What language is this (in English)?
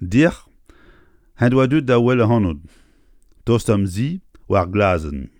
Breton